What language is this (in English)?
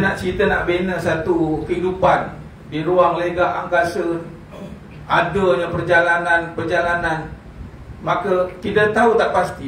Malay